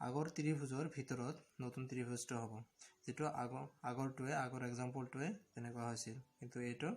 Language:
Assamese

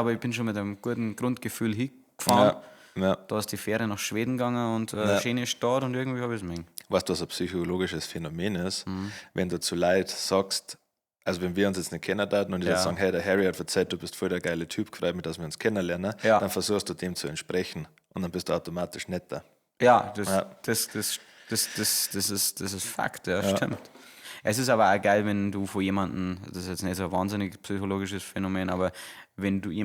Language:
Bavarian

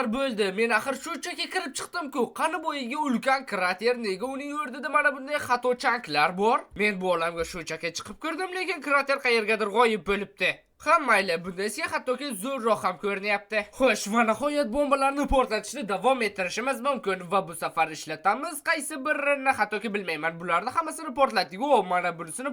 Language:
Uzbek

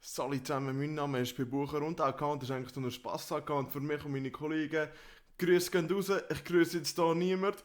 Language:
Swiss German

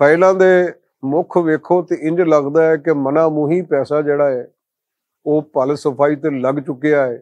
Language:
Western Panjabi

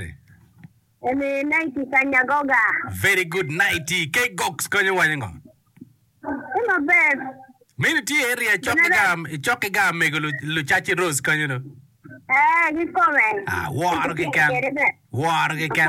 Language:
Acoli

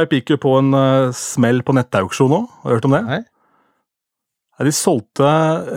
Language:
Norwegian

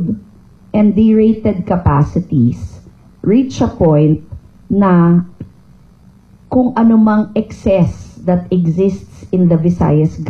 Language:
Filipino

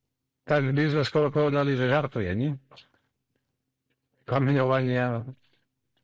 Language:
Slovak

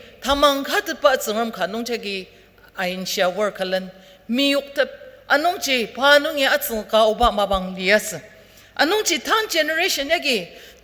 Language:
Ao Naga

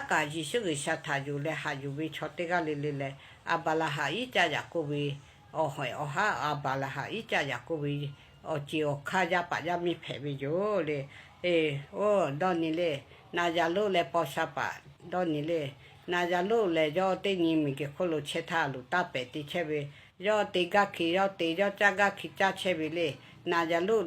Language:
Lahu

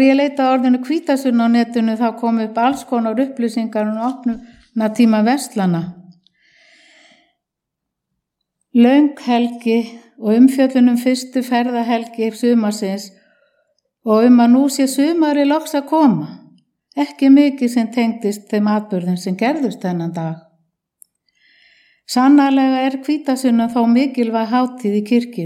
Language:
Icelandic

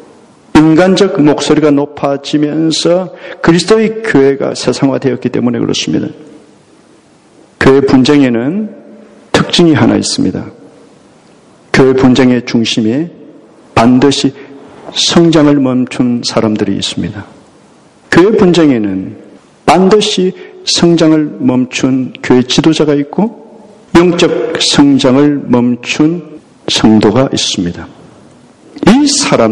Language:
Korean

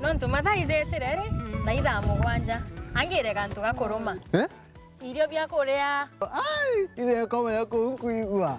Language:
Meru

